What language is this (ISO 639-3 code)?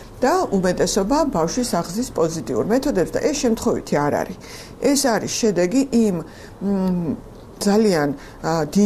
kat